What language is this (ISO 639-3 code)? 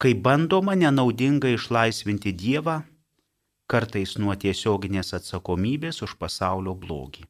lit